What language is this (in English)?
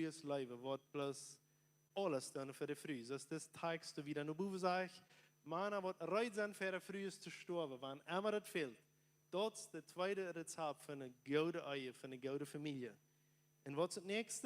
Plautdietsch